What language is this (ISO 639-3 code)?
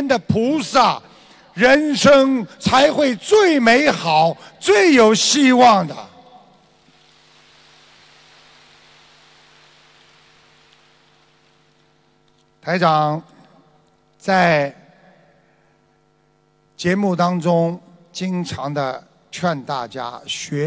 zho